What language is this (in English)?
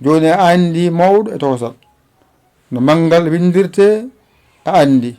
Fula